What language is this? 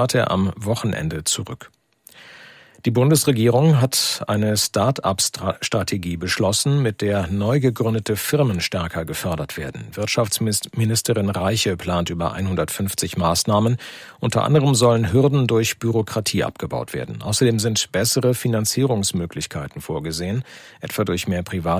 German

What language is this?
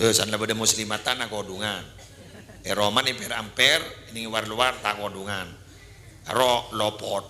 Madurese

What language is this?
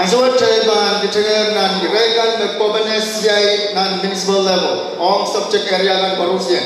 Pohnpeian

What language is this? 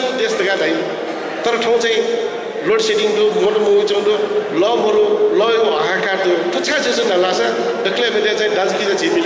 Newari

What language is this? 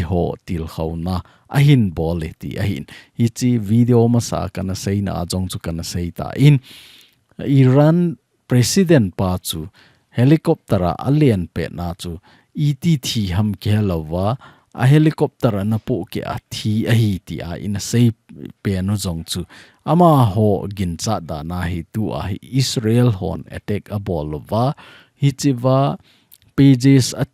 Thado Chin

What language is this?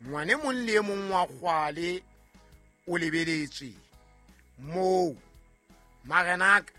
Southern Sotho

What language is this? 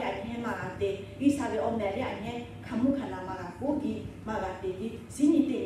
Lahu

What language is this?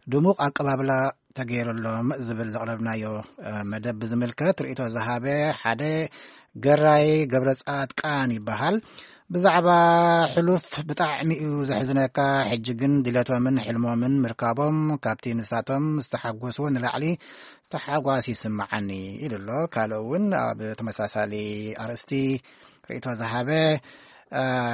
Tigrinya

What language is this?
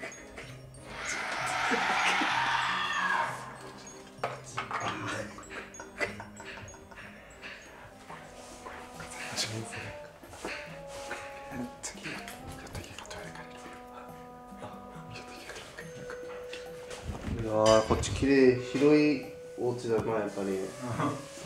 Japanese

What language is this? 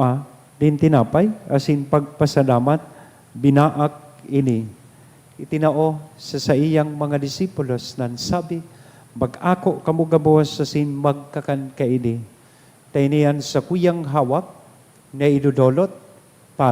Bikol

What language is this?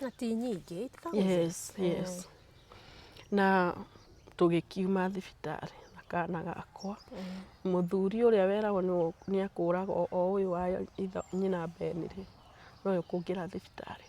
Kikuyu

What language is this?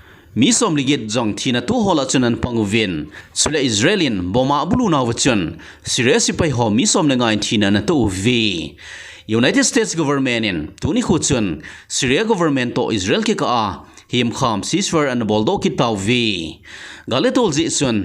Thado Chin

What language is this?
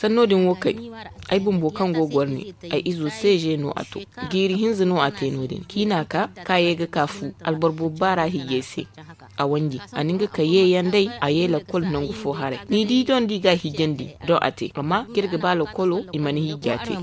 Zarma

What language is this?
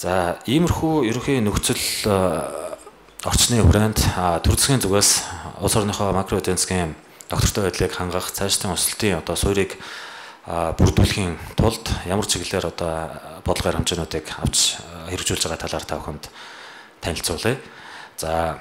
Mongolian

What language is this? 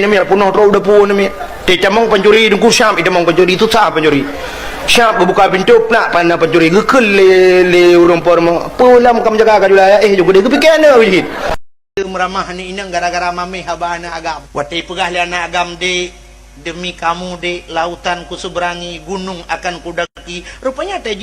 Achinese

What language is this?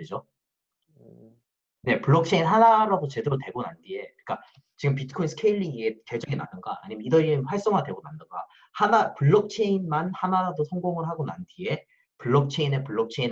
Korean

